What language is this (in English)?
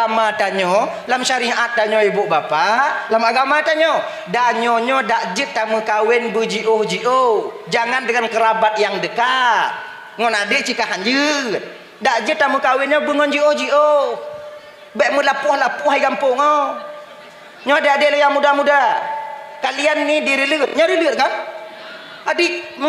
Achinese